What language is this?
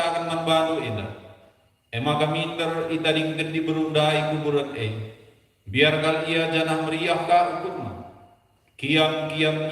Batak Karo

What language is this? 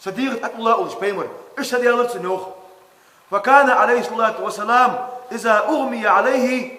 Ingush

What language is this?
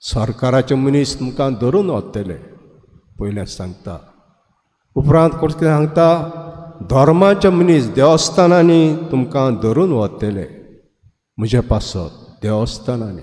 Konkani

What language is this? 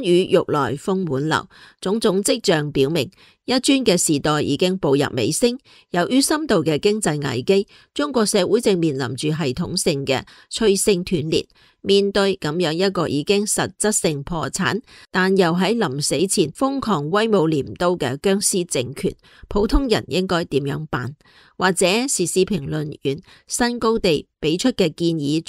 Cantonese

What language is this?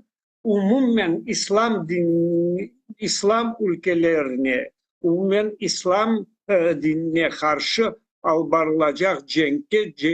Crimean Tatar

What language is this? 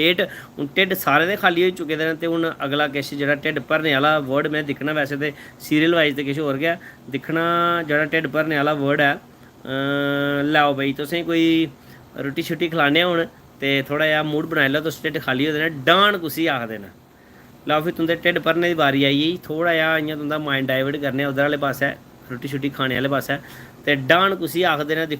Dogri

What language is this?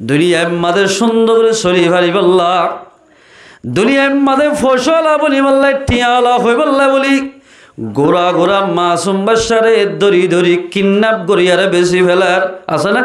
Rohingya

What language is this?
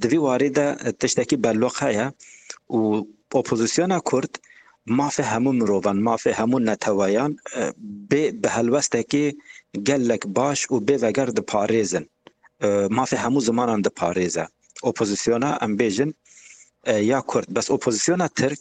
Kurdish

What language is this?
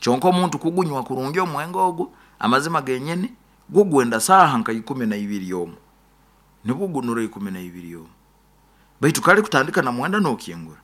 Nyankole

